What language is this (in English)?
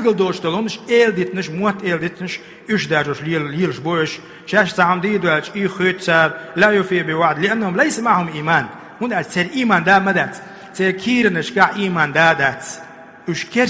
Chechen